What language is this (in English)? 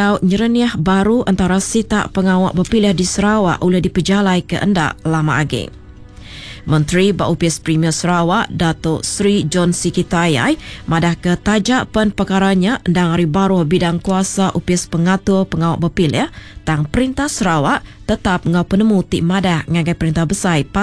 Iban